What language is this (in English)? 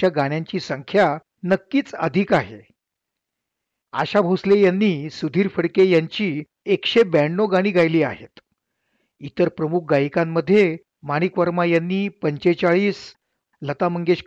Marathi